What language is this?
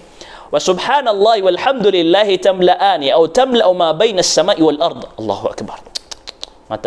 Maranao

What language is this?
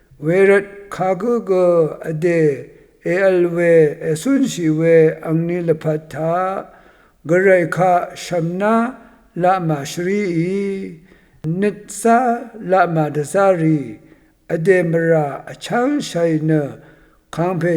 Rawang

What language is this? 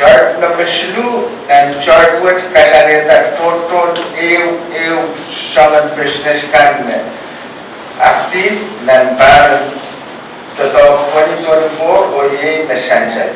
Pohnpeian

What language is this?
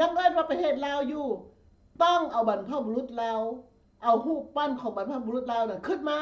Lao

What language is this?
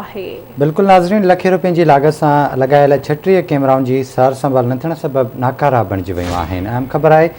Sindhi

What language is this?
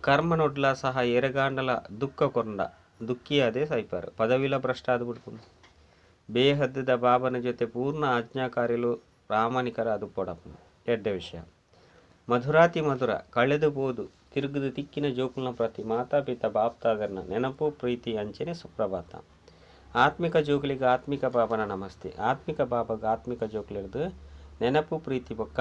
Tulu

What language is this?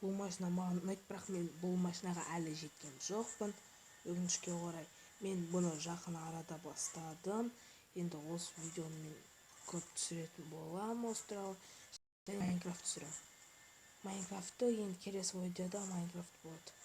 Kazakh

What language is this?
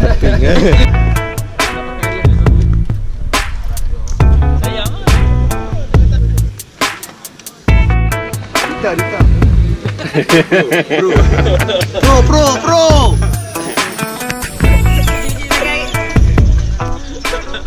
Malay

